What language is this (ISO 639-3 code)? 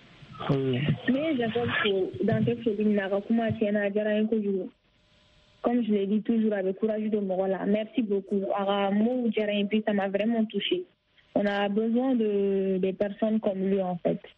bam